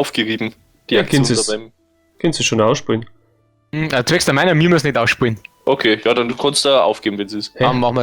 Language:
Bavarian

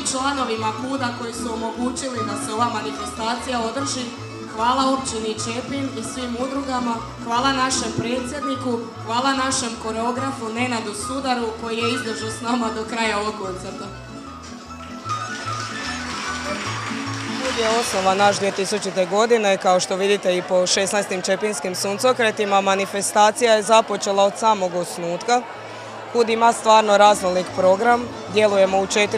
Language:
Croatian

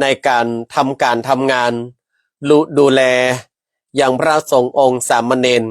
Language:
Northern Thai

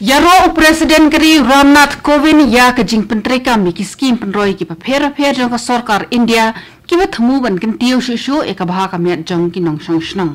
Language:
Khasi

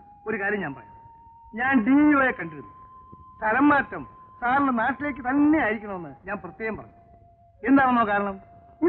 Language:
Malayalam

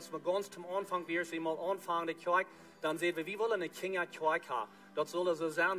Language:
Plautdietsch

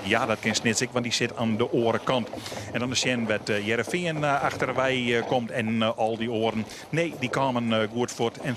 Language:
Western Frisian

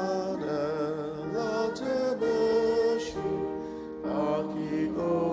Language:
Ao Naga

